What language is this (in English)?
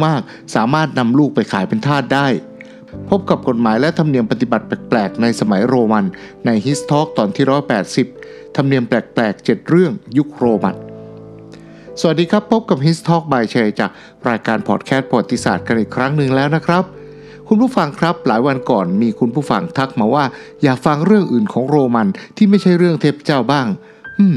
Thai